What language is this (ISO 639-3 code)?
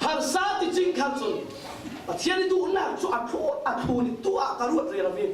cfm